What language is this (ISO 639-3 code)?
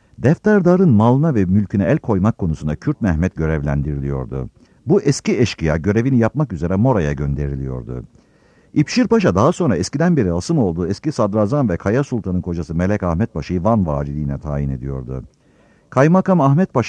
tur